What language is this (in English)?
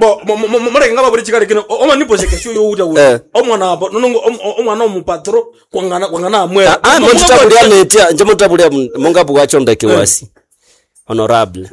Nande